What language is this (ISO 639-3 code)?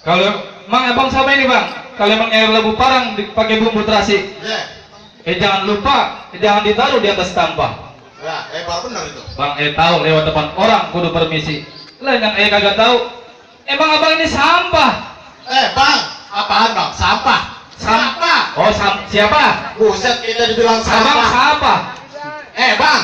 bew